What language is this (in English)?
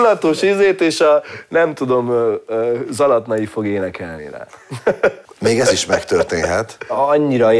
Hungarian